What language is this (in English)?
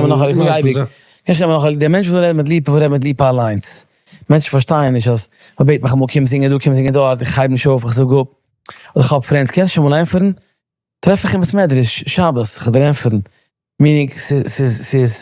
Yiddish